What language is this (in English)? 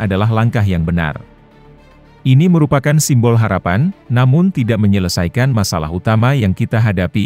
Indonesian